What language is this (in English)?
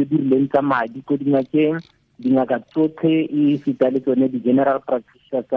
Tswana